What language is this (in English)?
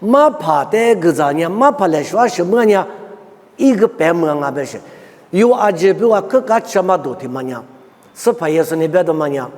Lisu